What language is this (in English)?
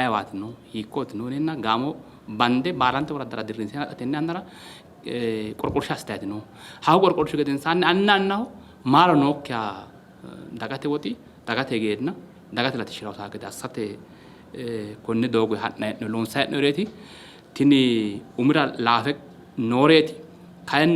Sidamo